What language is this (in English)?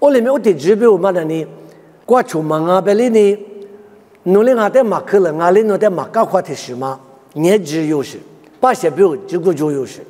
Lisu